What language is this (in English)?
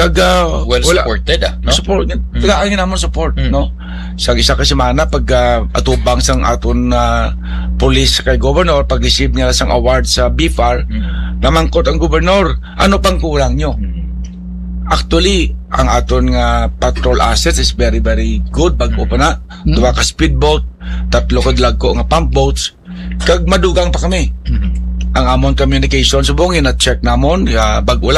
Hiligaynon